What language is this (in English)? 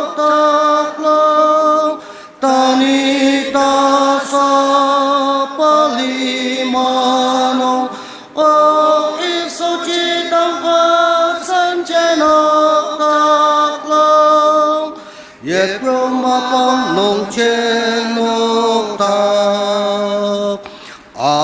Ao Naga